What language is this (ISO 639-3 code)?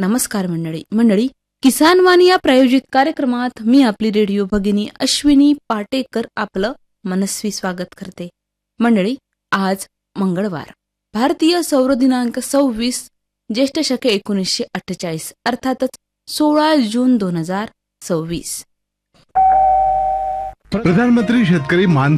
mar